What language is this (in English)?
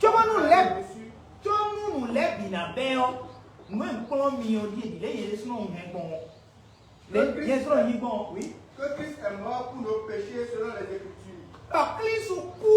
Fon